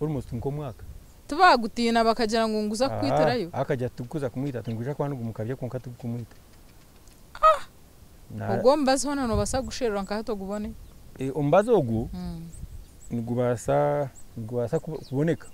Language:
Nyankole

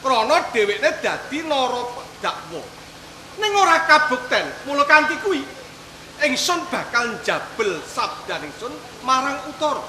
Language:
Javanese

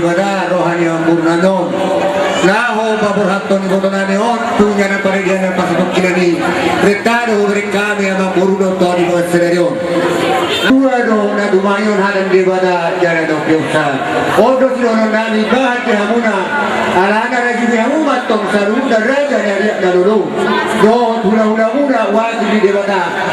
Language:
Batak Toba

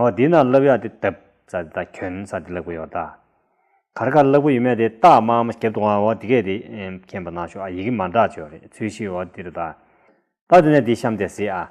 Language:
Tibetan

